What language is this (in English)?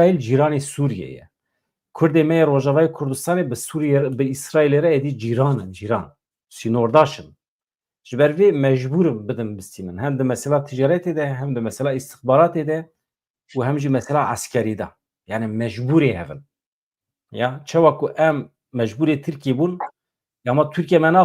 Kurdish